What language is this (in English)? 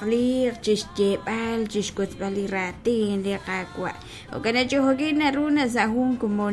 Kekchí